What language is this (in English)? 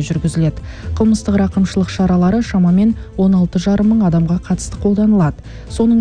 Kazakh